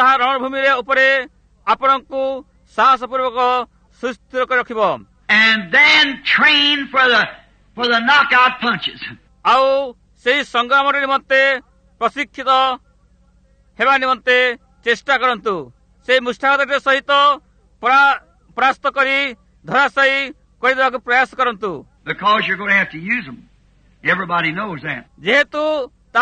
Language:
Odia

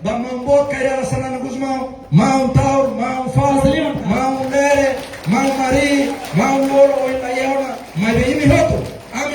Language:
Tetum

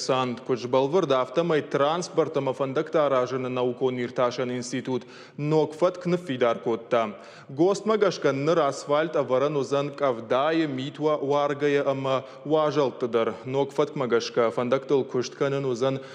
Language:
Ossetic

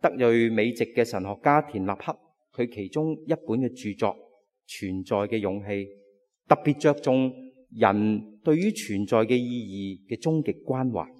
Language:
Cantonese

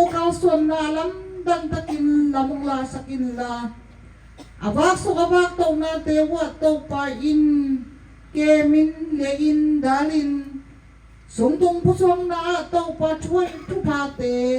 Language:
Tedim Chin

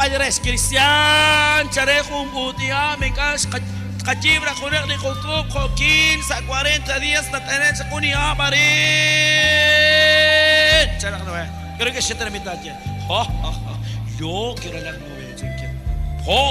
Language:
Kekchí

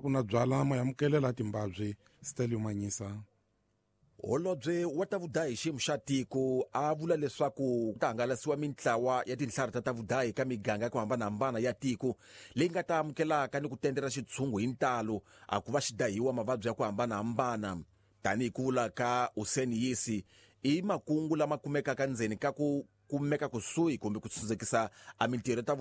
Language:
Tsonga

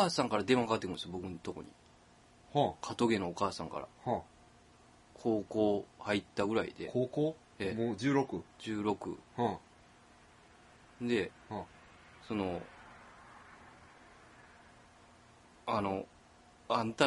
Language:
Japanese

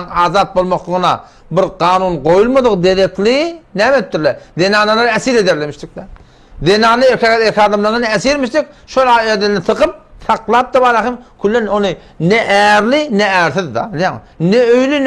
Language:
Turkmen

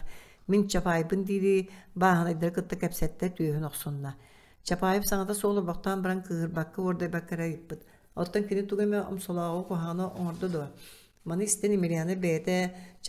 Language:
Yakut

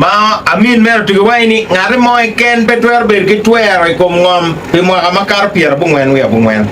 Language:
Acoli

